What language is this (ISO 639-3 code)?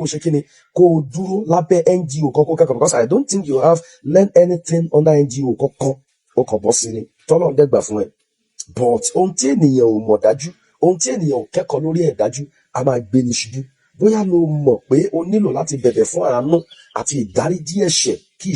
yor